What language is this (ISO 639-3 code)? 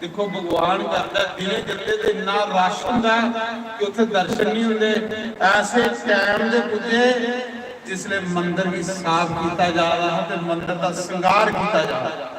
doi